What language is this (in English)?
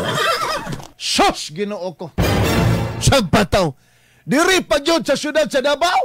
Cebuano